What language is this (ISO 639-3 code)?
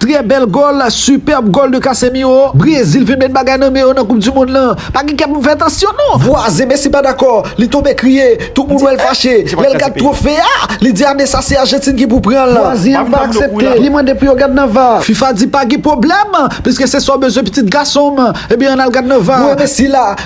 hat